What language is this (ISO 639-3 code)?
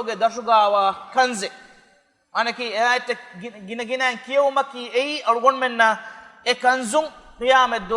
div